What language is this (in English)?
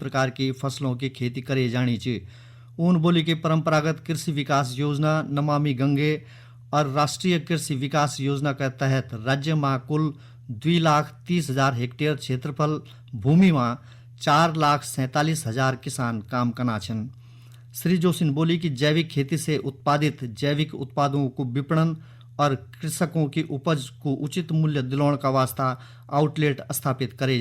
Garhwali